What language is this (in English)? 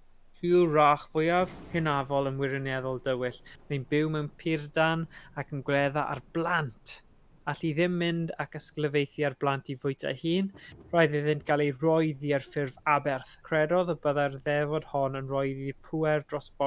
Welsh